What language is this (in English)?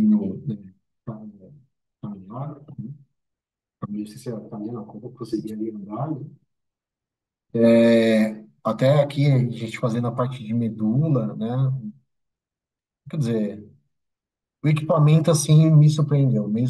Portuguese